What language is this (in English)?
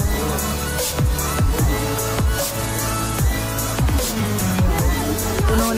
Filipino